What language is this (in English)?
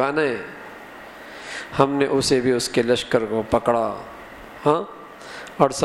Urdu